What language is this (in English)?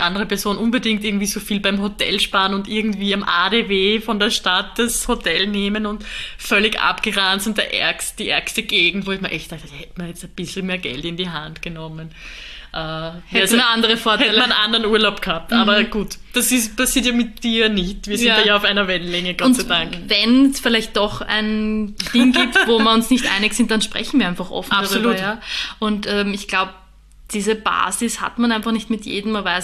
German